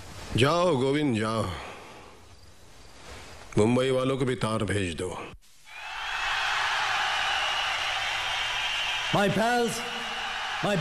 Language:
Hindi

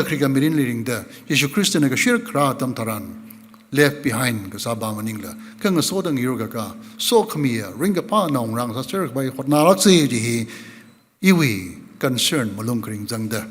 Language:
Tangkhul Naga (India)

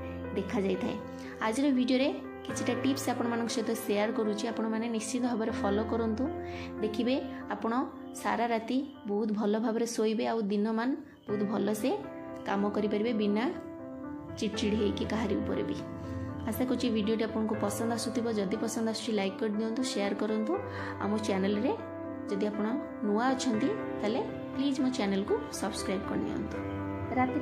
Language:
Odia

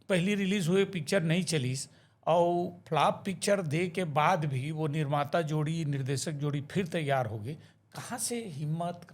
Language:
Chhattisgarhi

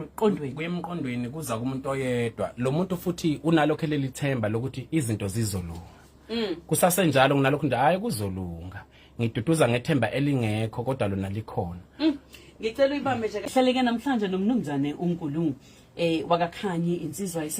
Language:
Zulu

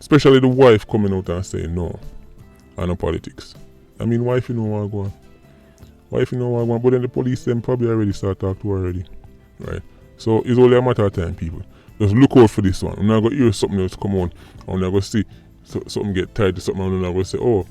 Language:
Jamaican Creole English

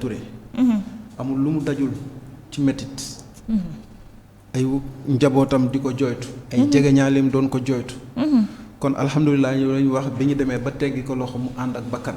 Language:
Wolof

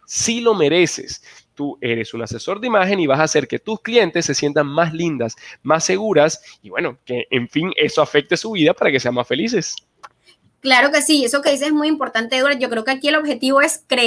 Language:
Spanish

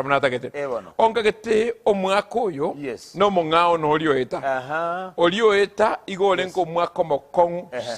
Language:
Gusii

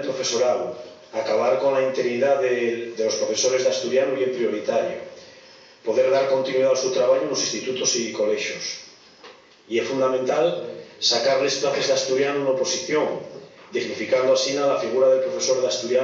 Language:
Asturian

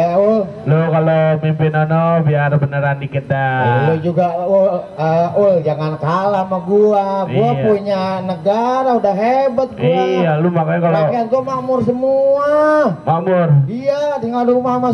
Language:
Betawi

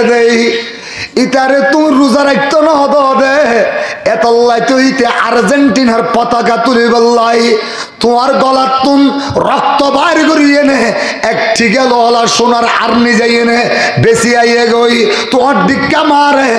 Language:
Rohingya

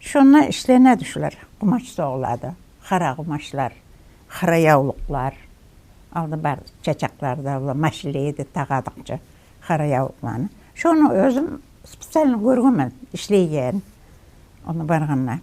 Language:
Kumyk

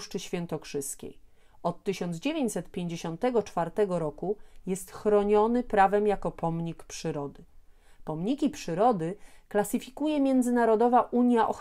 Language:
Polish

